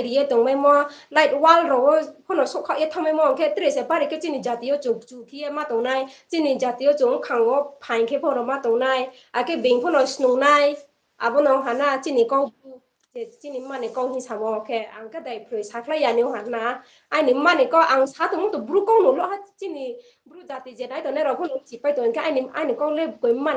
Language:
Riang (India)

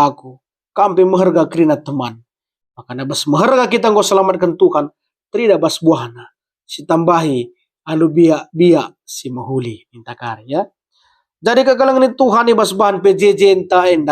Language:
Batak Karo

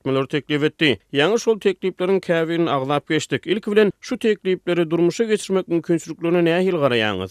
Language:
Turkmen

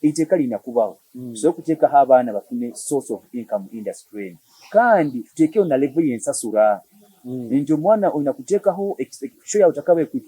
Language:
Nyoro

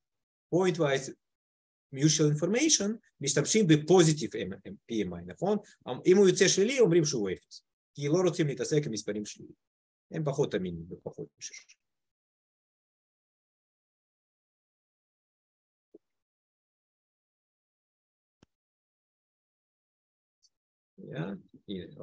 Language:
Hebrew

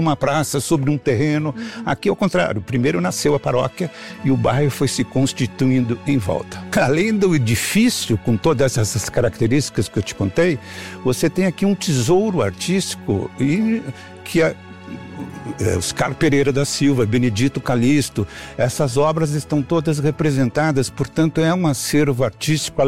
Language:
Portuguese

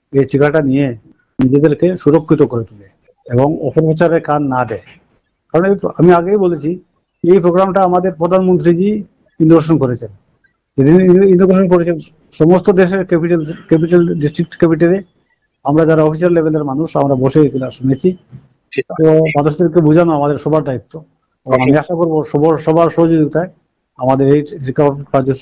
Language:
Bangla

